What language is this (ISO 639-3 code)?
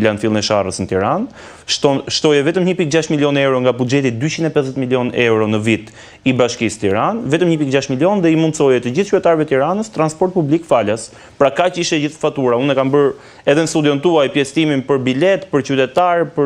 sqi